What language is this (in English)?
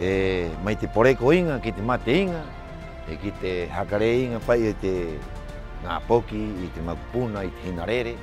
Rapanui